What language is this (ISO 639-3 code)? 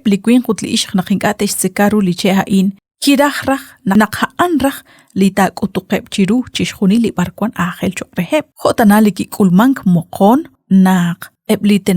kek